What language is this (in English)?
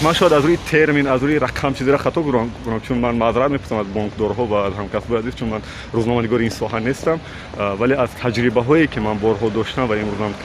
Tajik